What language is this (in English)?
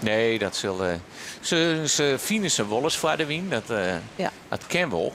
Western Frisian